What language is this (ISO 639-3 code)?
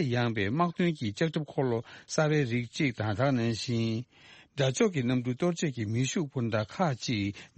bod